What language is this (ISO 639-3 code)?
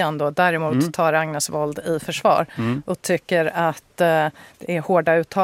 swe